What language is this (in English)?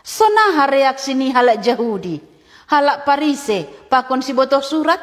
Batak Simalungun